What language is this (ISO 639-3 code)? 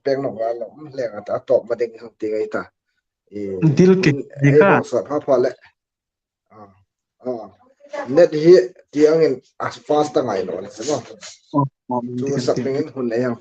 hmr